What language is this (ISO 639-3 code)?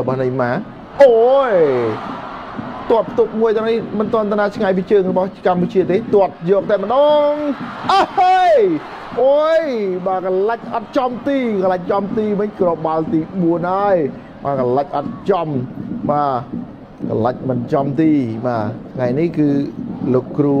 khm